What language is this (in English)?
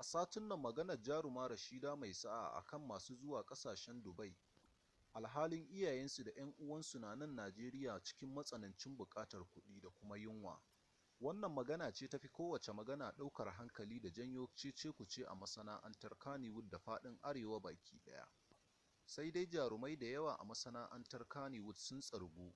Hausa